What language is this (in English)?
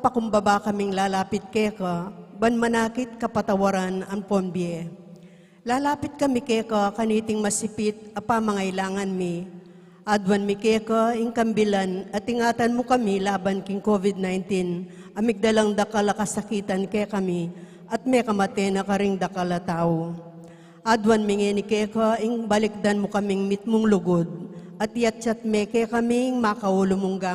Pampanga